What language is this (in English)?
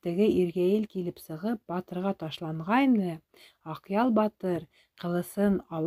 Bashkir